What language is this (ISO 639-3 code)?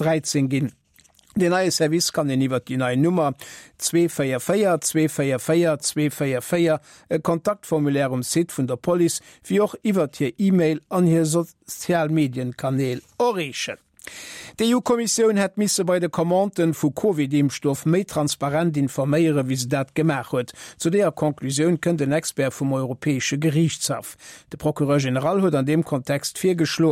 ltz